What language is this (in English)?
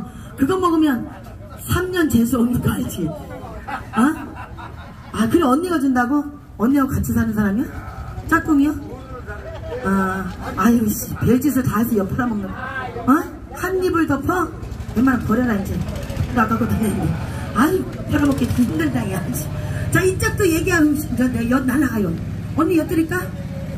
Korean